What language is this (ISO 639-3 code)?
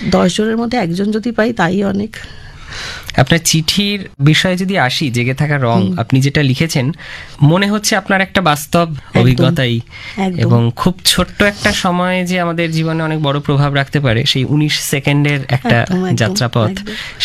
ben